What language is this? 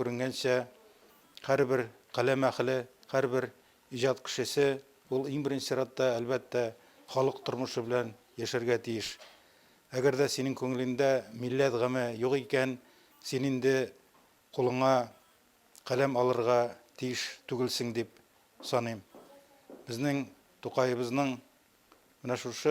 Tatar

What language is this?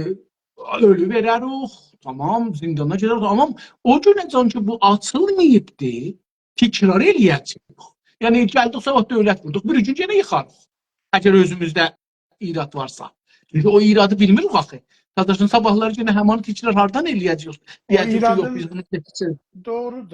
South Azerbaijani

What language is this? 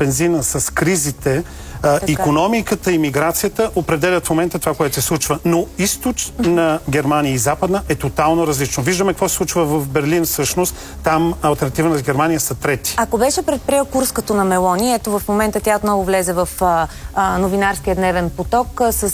Bulgarian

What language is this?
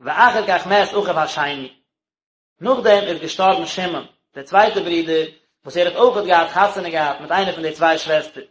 Yiddish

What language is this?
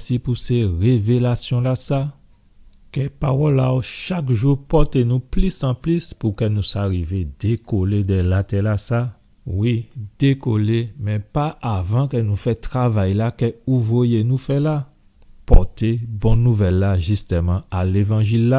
Guadeloupean Creole French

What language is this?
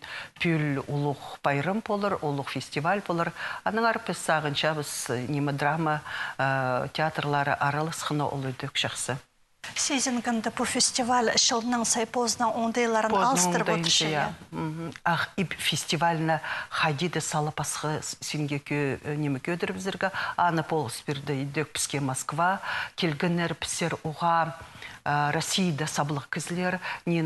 Khakas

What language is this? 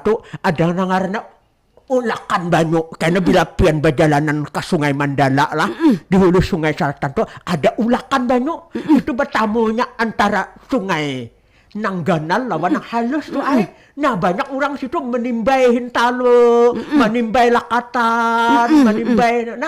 Banjar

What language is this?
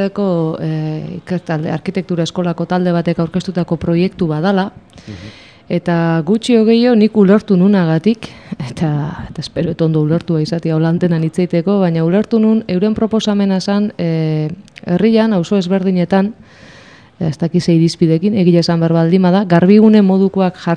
Basque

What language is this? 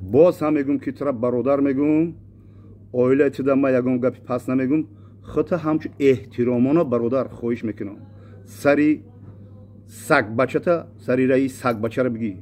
Tajik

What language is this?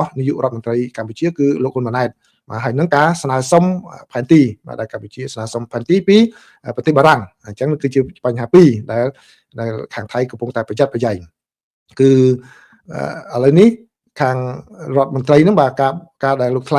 Khmer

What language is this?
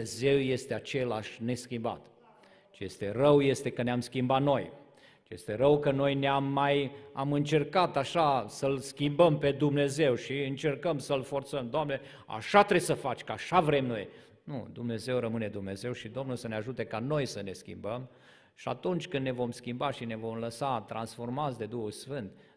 Romanian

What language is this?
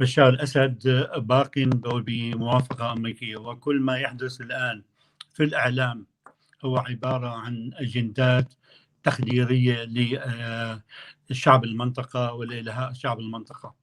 North Levantine Arabic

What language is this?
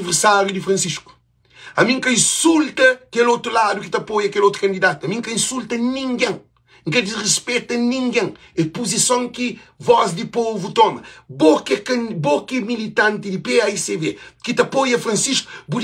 Kabuverdianu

